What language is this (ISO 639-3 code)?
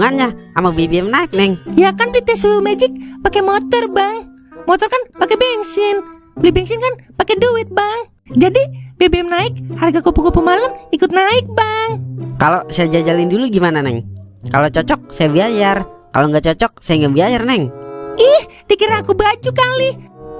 bew